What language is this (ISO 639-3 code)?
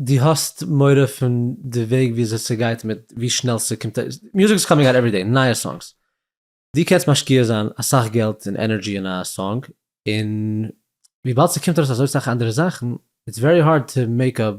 yid